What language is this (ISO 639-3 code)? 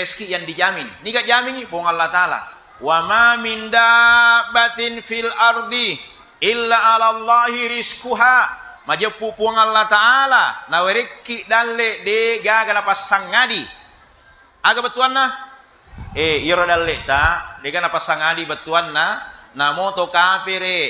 bug